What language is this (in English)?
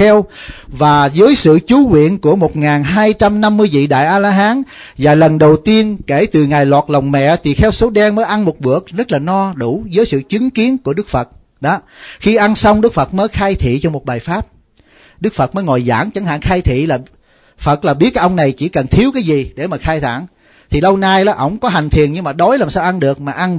Vietnamese